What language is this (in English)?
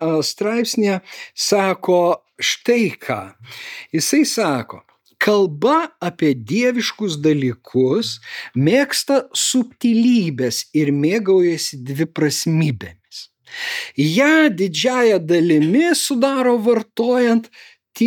Lithuanian